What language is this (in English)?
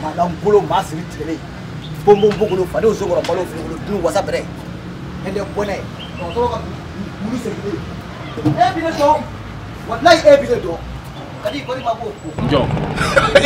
Bambara